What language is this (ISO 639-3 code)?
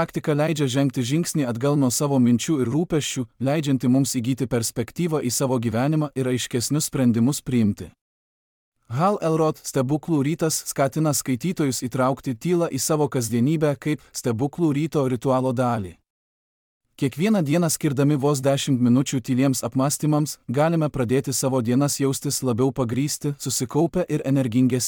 lit